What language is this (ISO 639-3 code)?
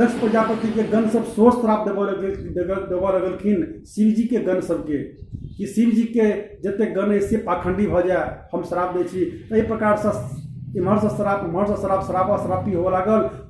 mai